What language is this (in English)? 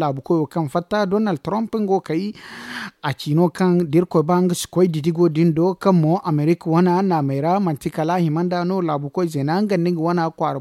Zarma